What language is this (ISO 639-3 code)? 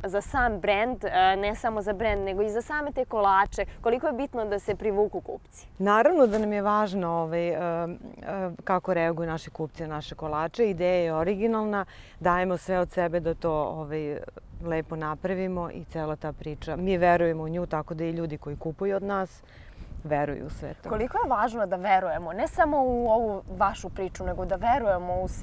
srp